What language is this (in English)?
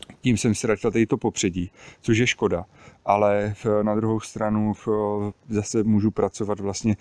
Czech